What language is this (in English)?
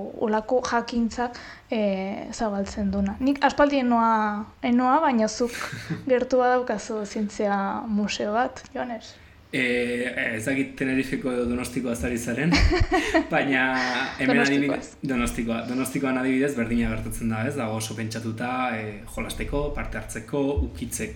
Basque